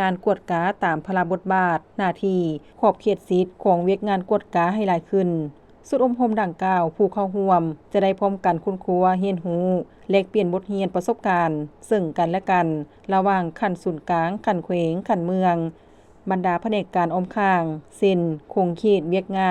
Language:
Lao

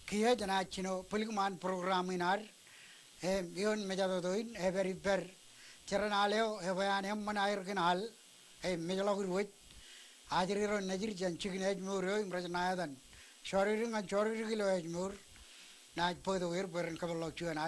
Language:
Marshallese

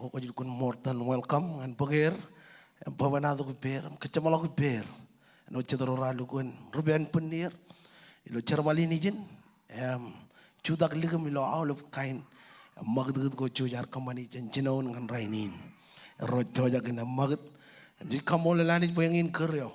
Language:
Marshallese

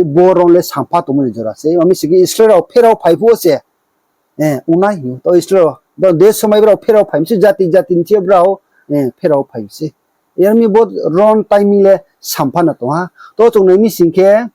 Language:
Riang (India)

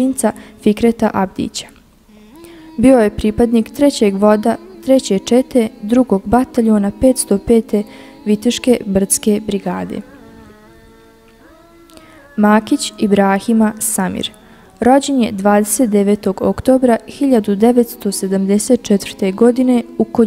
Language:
Bosnian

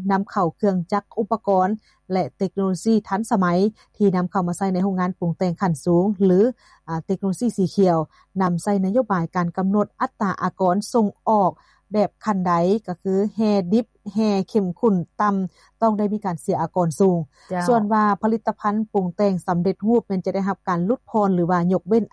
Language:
Lao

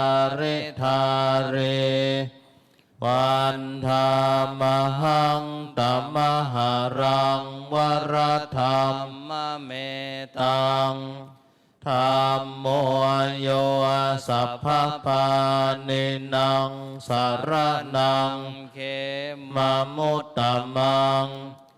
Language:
Pali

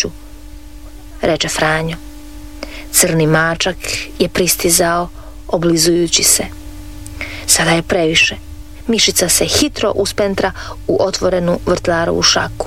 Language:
Croatian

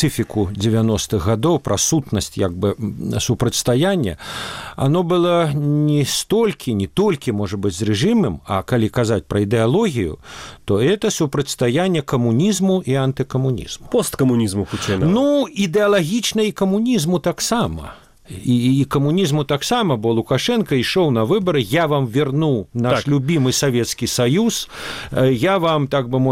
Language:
Belarusian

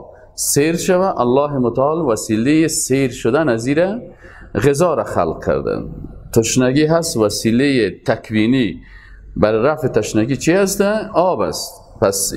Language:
Persian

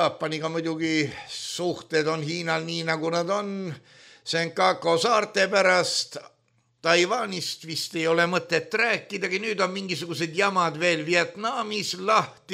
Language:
Estonian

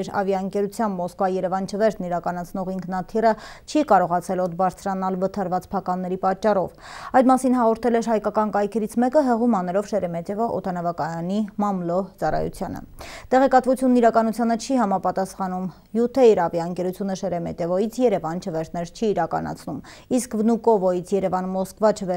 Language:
Armenian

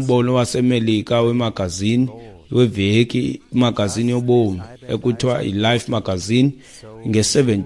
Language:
Xhosa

